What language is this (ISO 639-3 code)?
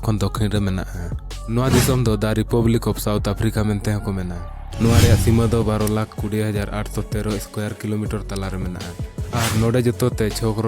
sat